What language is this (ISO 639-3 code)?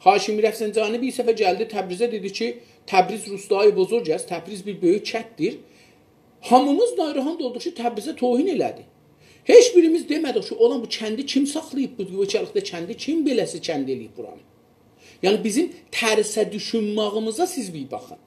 azb